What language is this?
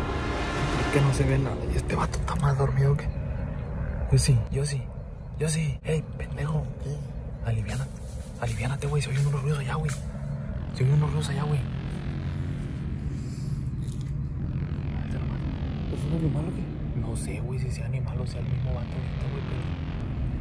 Spanish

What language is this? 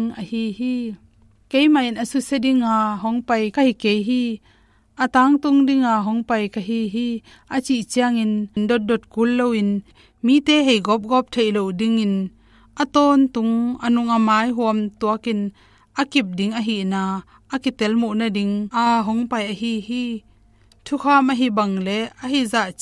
Tedim Chin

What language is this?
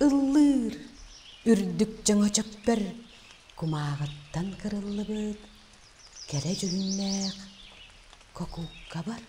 Yakut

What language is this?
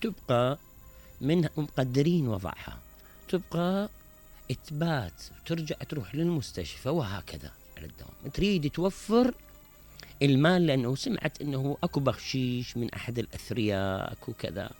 Mesopotamian Arabic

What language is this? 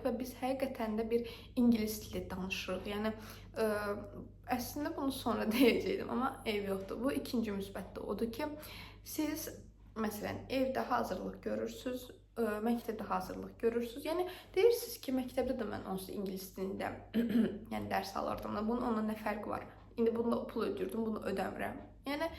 Azerbaijani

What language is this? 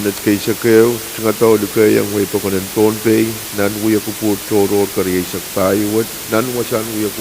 Pohnpeian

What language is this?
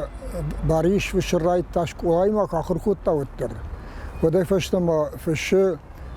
Ossetic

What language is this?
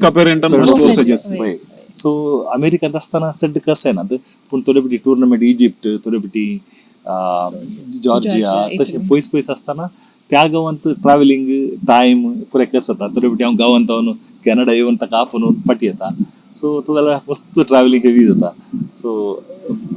Konkani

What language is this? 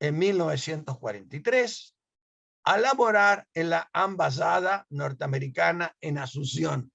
Ladino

